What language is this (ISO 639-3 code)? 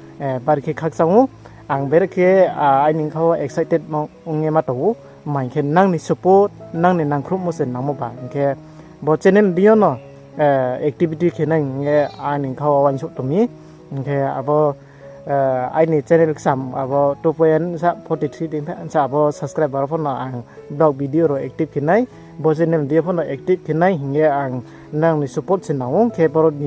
ria